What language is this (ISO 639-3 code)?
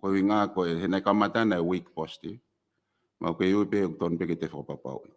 ton